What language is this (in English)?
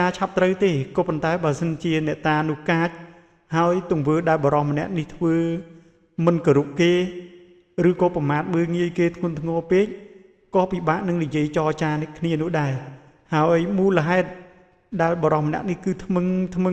Khmer